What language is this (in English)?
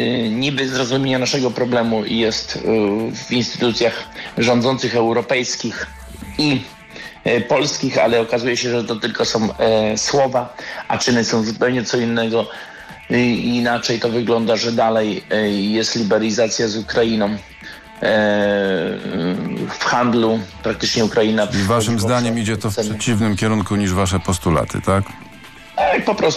Polish